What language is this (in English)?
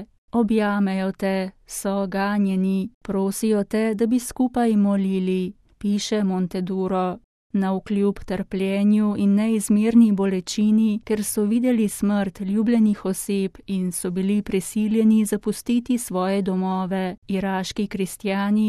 Slovenian